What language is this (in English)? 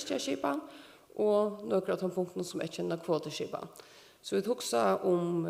Faroese